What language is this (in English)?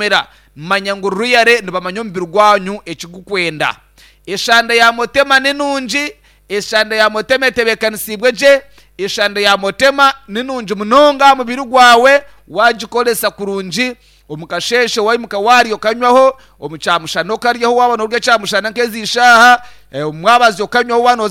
Nyankole